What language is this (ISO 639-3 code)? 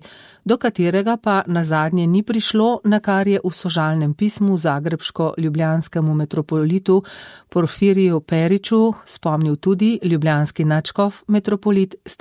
slv